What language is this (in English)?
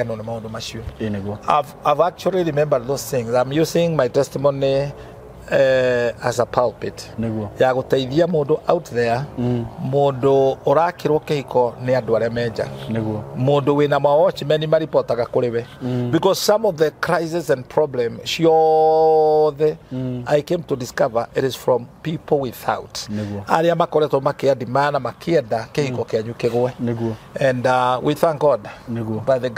Kikuyu